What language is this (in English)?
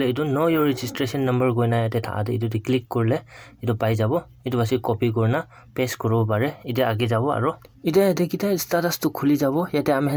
Naga Pidgin